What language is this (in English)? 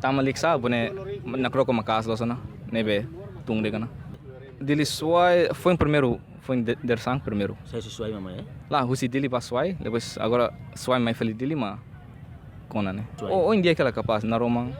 Tetum